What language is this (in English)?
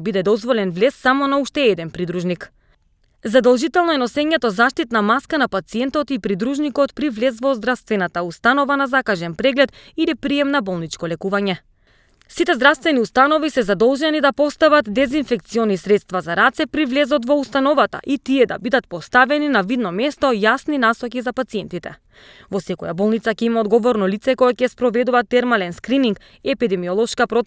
Macedonian